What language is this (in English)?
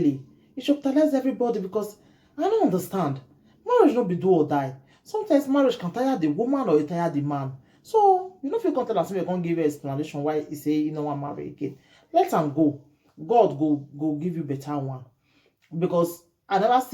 Nigerian Pidgin